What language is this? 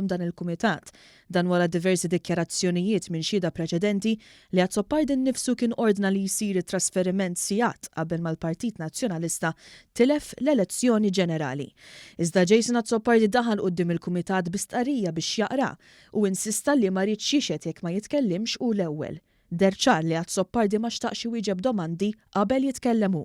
Maltese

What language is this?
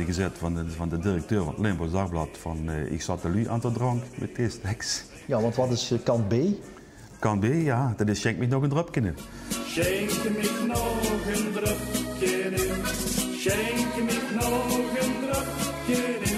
Limburgish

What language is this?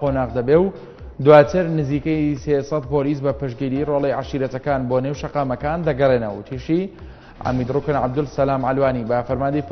Central Kurdish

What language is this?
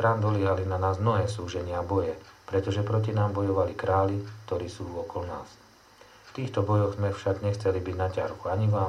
Slovak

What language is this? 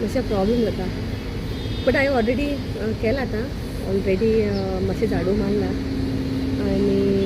Konkani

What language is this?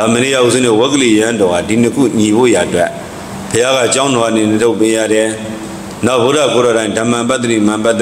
Burmese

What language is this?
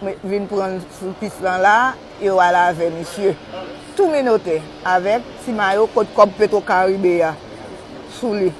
Haitian Creole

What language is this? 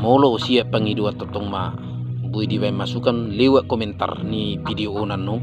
Batak Toba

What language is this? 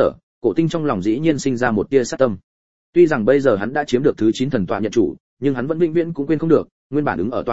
Vietnamese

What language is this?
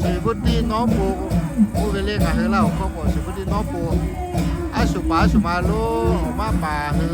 Lahu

